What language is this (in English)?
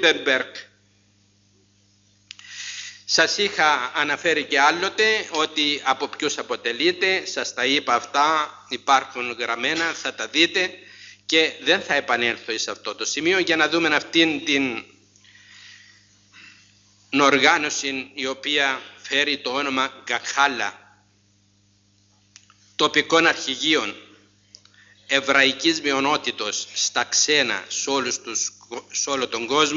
Greek